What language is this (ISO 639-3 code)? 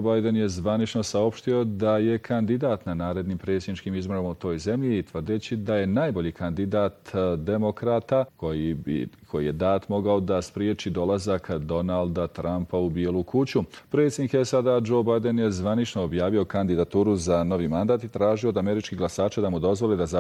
bos